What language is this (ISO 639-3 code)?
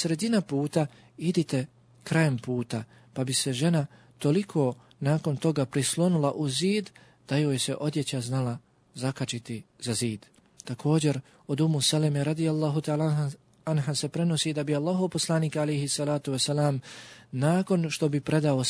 bos